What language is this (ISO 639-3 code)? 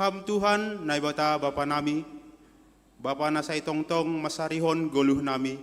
bts